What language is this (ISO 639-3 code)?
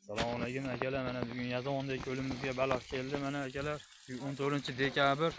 uzb